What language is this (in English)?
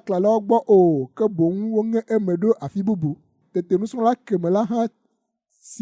Ewe